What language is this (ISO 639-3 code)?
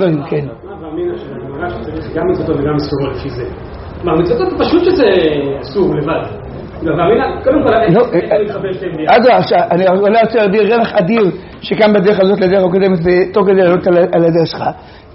heb